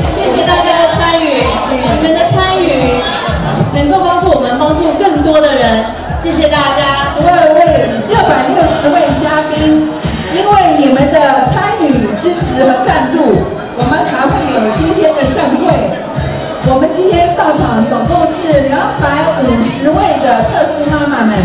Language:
Chinese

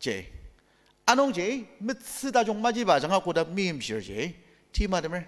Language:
Ao Naga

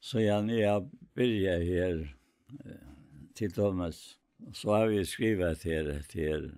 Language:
Faroese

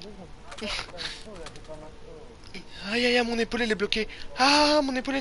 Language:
French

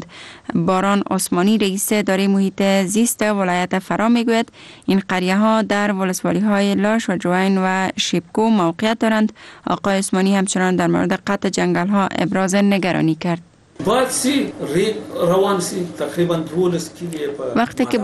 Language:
Persian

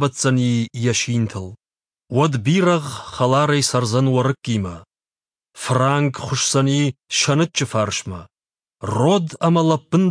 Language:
Ossetic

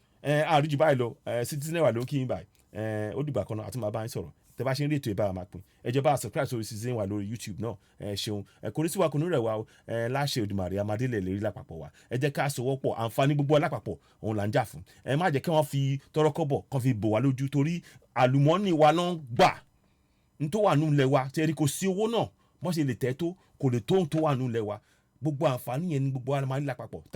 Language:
Yoruba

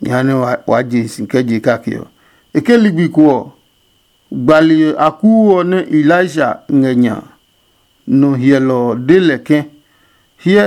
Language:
Adangme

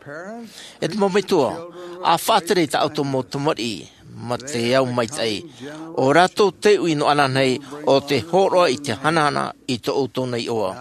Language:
Tahitian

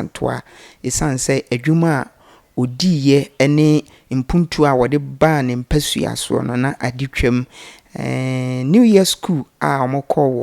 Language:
Akan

